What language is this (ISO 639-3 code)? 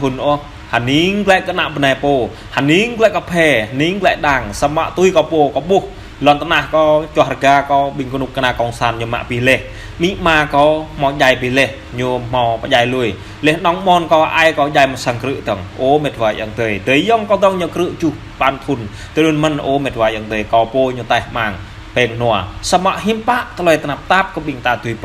jra